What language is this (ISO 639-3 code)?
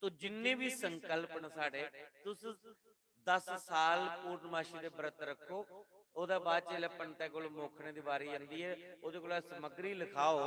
doi